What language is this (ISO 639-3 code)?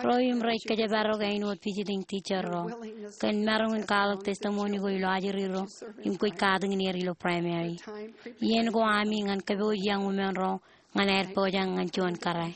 mah